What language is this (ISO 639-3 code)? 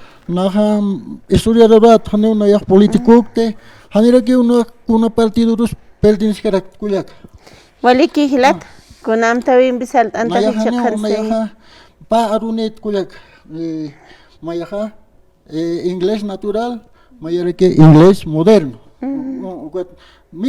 aym